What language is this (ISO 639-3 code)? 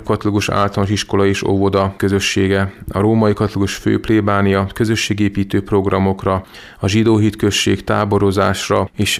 hun